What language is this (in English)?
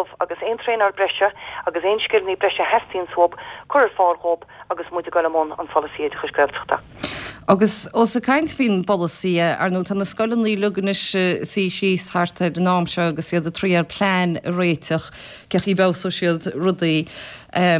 Irish